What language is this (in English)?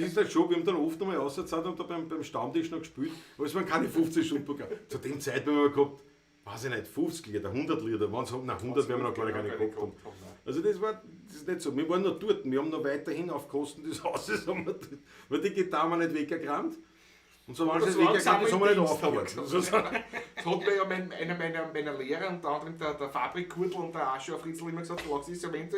Bavarian